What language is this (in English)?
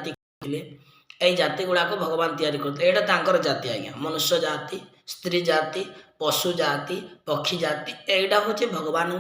Odia